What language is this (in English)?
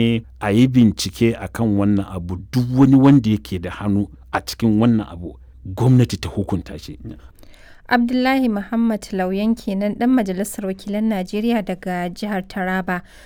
Hausa